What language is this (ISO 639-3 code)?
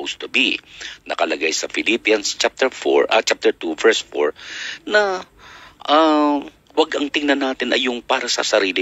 fil